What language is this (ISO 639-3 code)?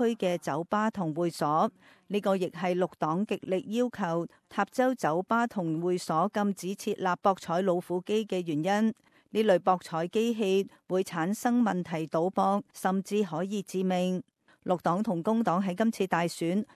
yue